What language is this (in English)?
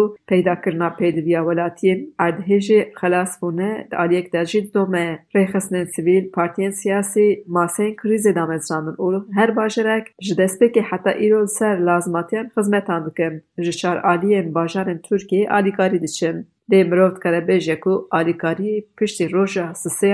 Kurdish